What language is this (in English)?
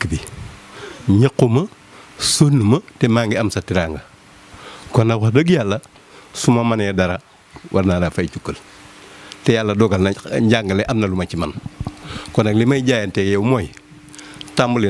Wolof